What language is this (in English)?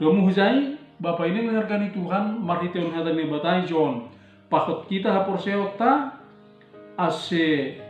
Batak Simalungun